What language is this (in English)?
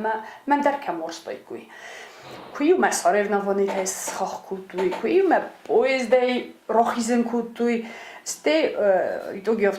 Ossetic